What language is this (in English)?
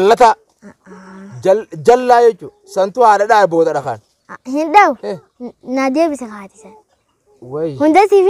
Oromo